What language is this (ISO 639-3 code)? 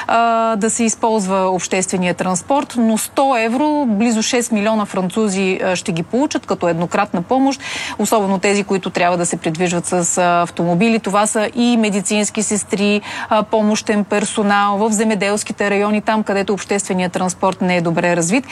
bul